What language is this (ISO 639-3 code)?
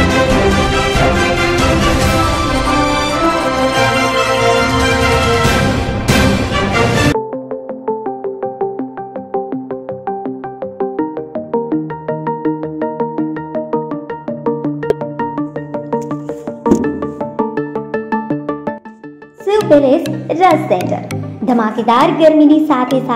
guj